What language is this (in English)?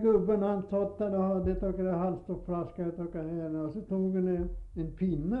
Swedish